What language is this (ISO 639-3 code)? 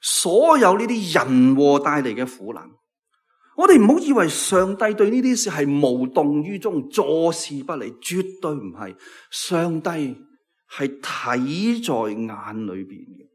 yue